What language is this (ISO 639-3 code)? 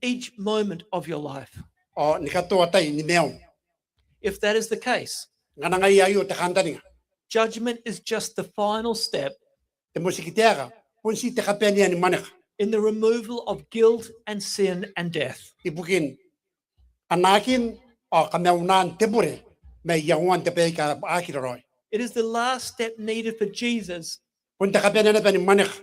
gil